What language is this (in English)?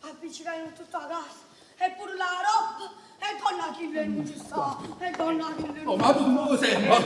Neapolitan